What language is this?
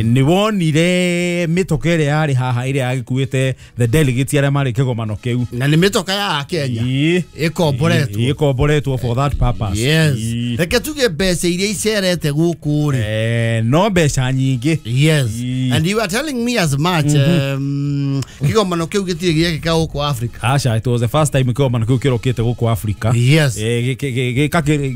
Kikuyu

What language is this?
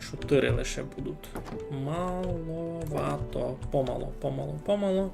Rusyn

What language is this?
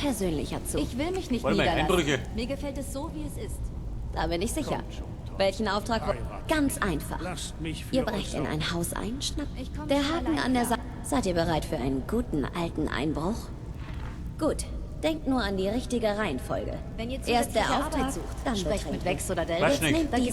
Bavarian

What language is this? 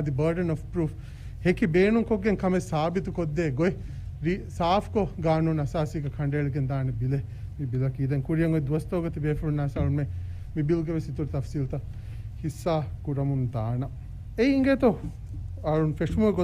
Divehi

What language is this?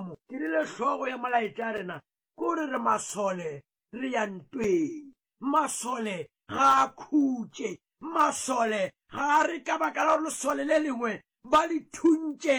Northern Sotho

